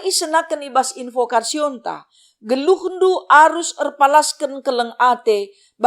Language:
Batak Karo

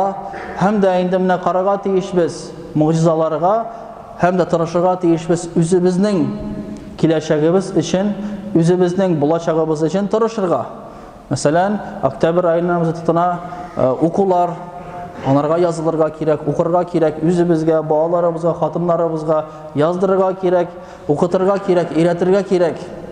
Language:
Tatar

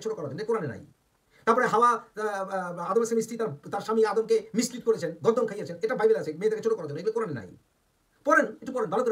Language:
Bangla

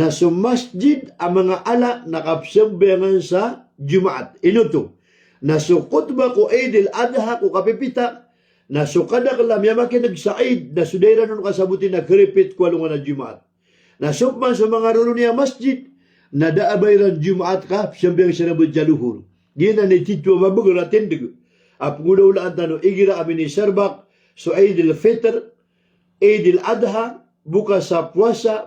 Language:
Maranao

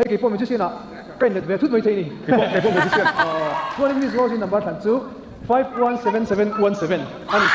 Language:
Mizo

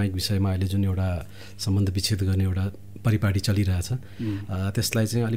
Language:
Nepali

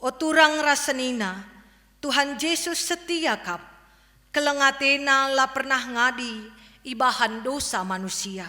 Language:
Batak Karo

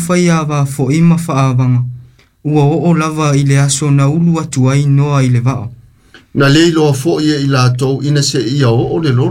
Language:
Samoan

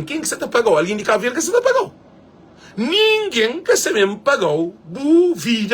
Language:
Kabuverdianu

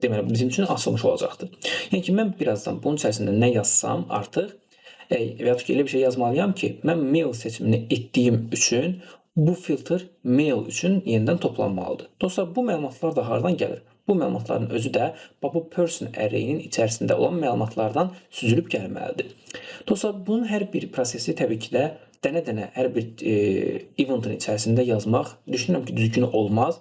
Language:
Azerbaijani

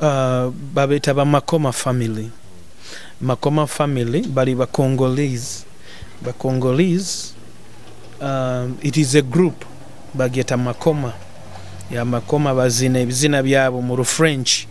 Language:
Nyoro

